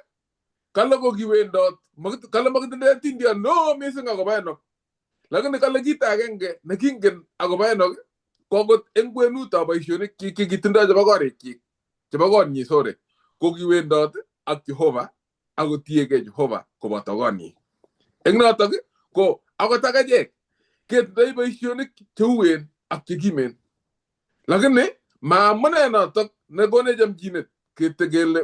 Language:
Kalenjin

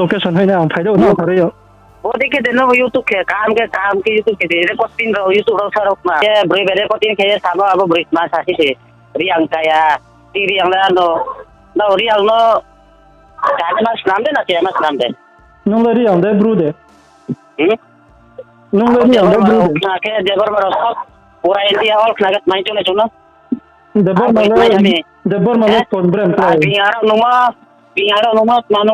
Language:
Riang (India)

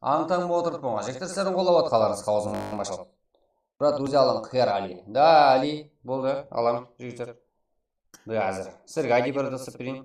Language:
Kara-Kalpak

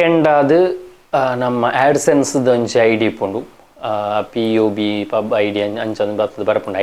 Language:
Tulu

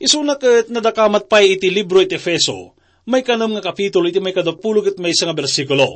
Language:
Iloko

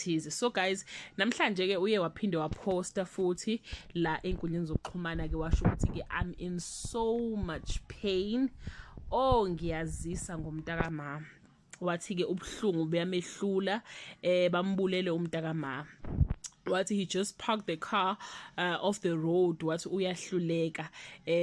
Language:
Zulu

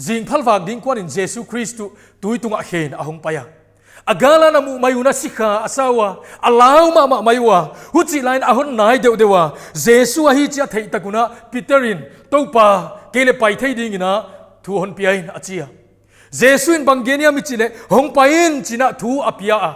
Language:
Paite Chin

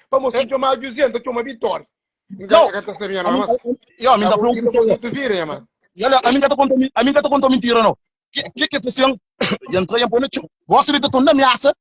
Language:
Kabuverdianu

